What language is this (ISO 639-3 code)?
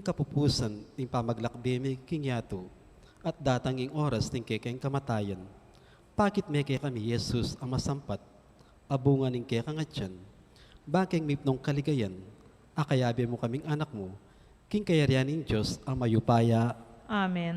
pam